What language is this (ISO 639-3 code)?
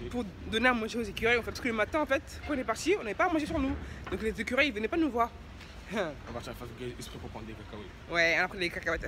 fra